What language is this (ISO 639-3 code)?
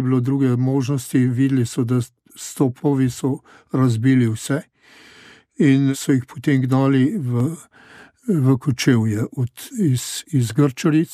slv